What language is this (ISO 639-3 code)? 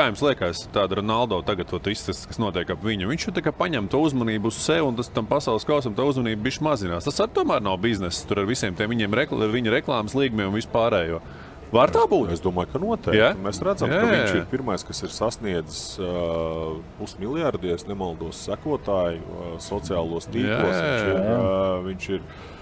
lav